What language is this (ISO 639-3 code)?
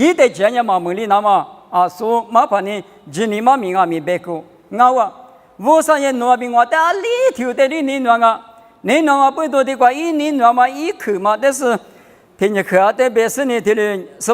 lis